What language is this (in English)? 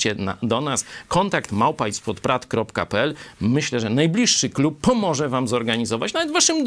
Polish